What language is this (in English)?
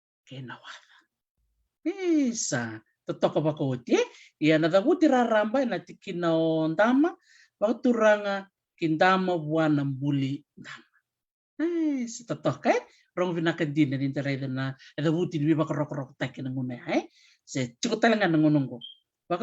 Fijian